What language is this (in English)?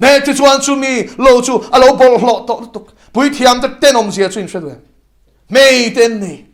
Mizo